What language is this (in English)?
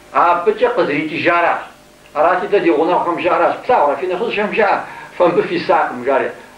Kabardian